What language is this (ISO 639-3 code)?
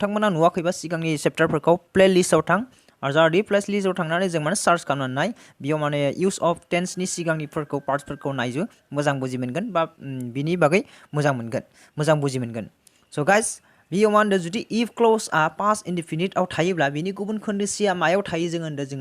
brx